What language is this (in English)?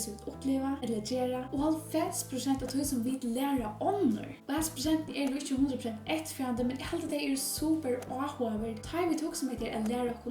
Faroese